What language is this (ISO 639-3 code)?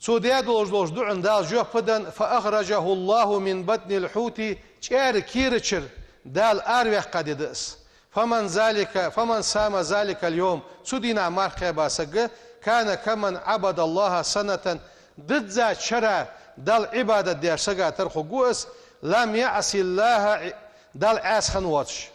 inh